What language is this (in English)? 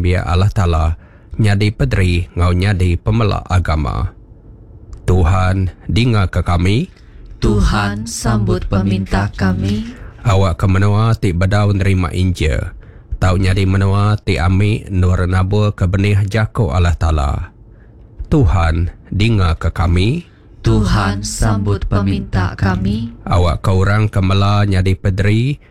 Iban